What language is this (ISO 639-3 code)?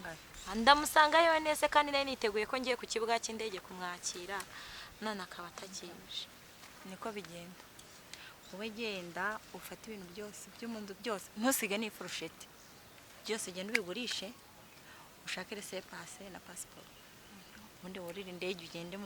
kin